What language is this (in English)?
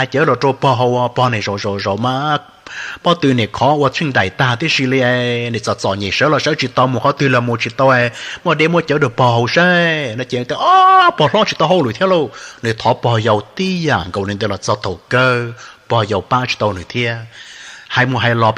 Hmong